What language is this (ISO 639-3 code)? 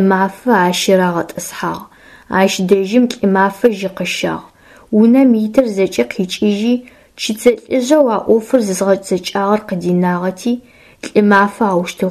ady